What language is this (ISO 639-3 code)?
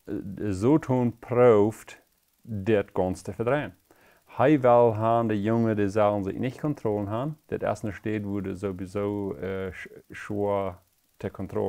pdt